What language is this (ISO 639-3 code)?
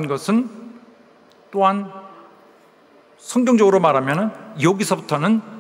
kor